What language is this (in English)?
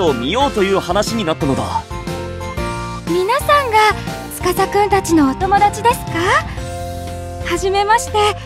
Japanese